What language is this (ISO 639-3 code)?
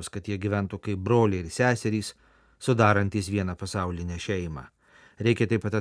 lit